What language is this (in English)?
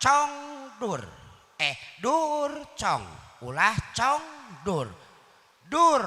Sundanese